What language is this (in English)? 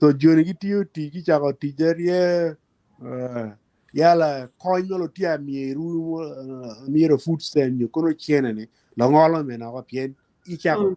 Acoli